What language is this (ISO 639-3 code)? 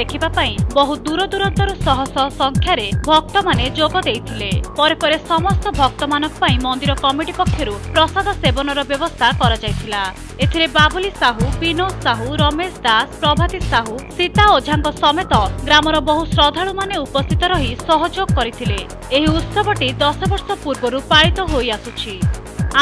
ori